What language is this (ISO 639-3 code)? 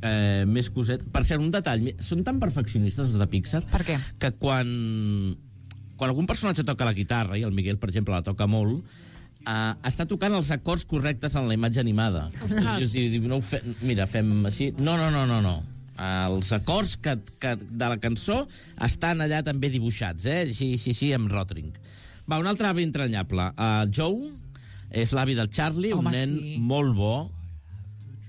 cat